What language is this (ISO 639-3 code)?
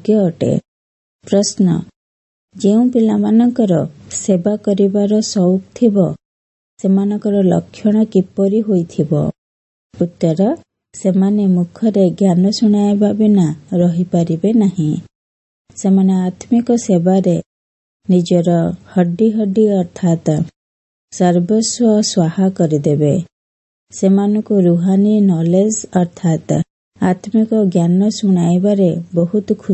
ori